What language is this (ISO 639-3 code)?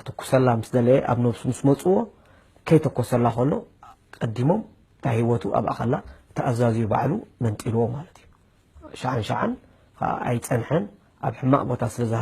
tir